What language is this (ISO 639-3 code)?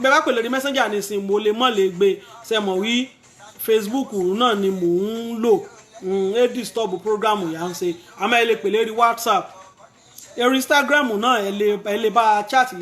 yor